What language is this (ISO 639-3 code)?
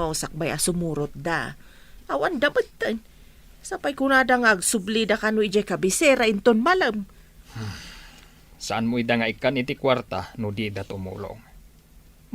ilo